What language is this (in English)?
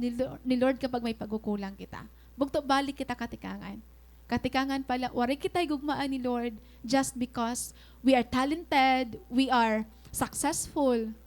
Waray